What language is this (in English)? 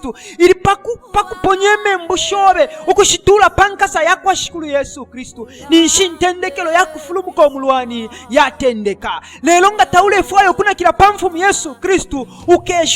Bemba